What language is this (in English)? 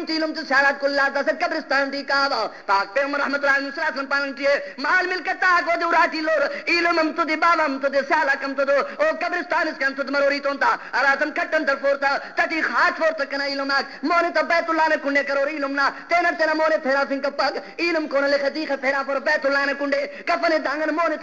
Brahui